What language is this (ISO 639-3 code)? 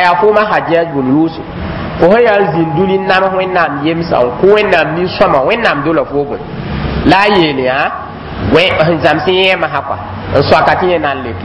mos